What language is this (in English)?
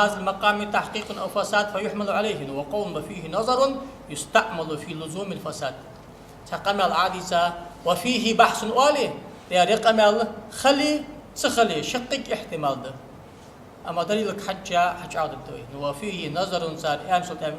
Ingush